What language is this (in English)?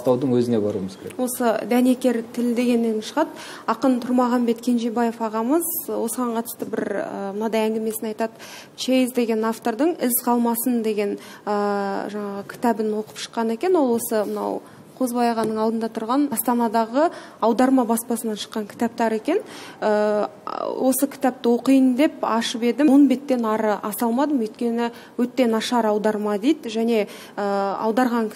Kazakh